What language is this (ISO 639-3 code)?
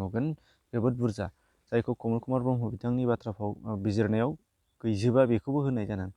brx